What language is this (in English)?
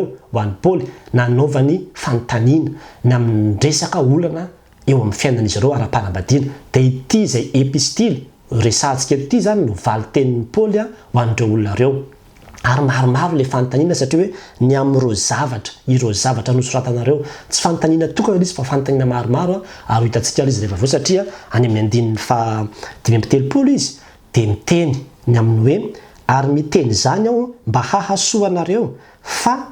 Malagasy